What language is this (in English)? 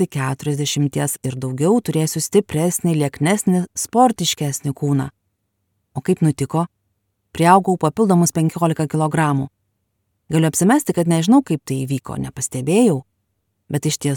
Lithuanian